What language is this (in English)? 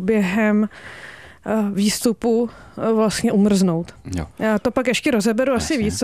Czech